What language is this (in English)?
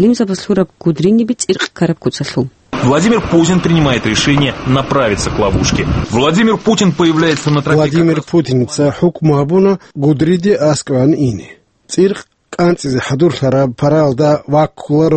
Avaric